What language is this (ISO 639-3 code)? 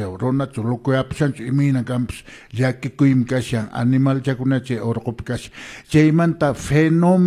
que